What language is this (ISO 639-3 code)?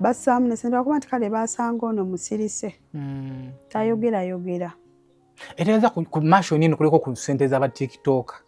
lug